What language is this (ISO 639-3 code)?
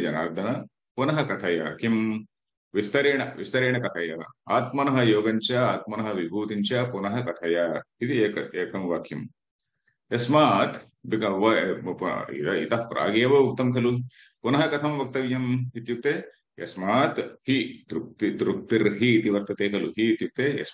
san